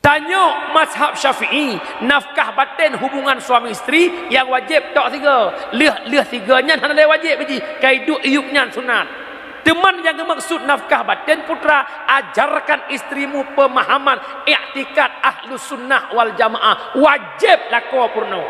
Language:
Achinese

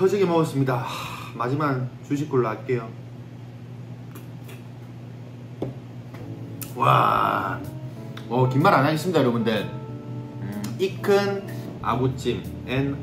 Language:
Korean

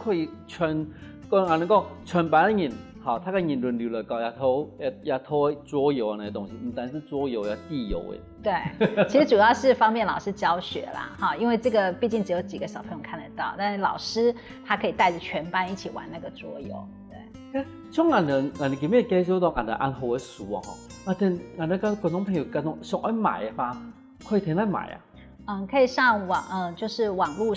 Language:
Hakka Chinese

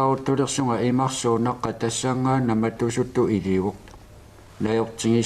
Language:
Kalaallisut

